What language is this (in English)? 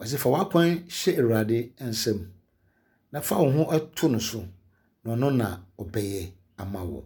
Akan